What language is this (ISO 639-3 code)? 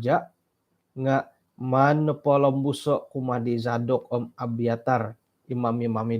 dtp